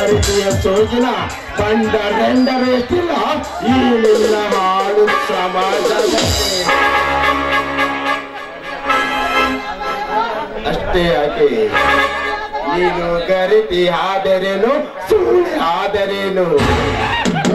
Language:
Kannada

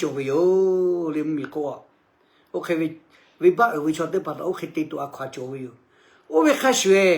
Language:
Lahu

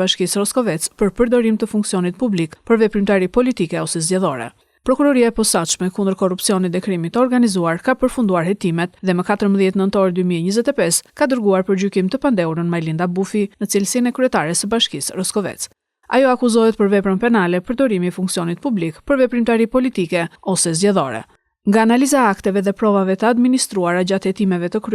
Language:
Albanian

